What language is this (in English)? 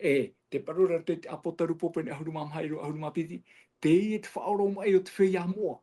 Tahitian